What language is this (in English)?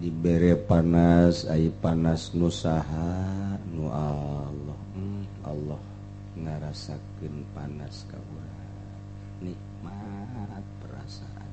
Sundanese